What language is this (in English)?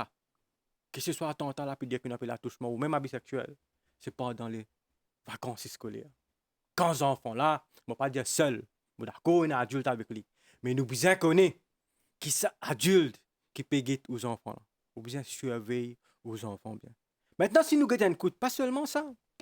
Morisyen